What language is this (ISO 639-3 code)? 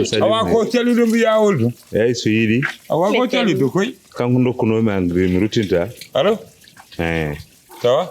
ful